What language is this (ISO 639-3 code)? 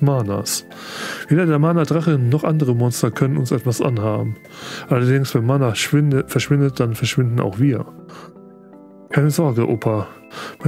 deu